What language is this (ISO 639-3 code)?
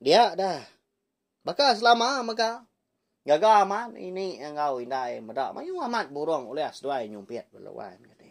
iba